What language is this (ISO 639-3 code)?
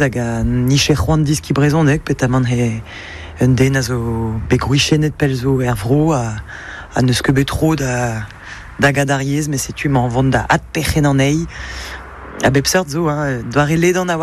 bre